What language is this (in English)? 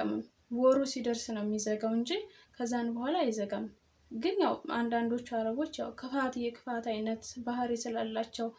Amharic